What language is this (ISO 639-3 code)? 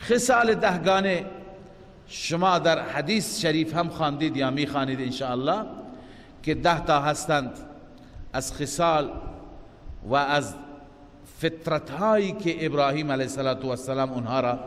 fas